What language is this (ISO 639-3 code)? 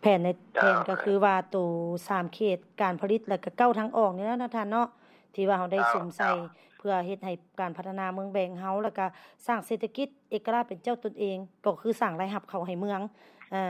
lao